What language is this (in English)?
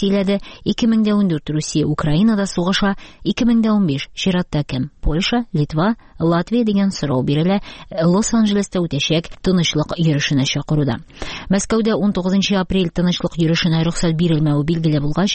Tatar